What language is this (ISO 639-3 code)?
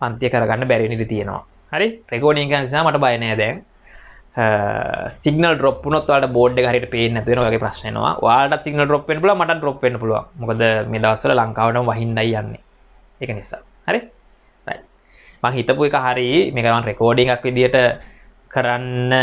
sin